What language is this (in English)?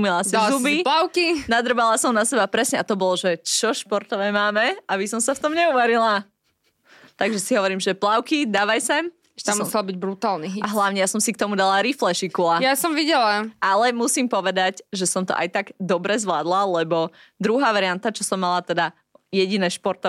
Slovak